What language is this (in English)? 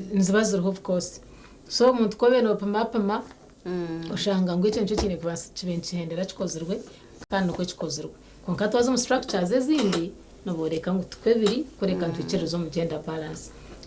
Nyankole